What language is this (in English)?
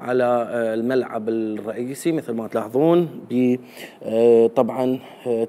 Mesopotamian Arabic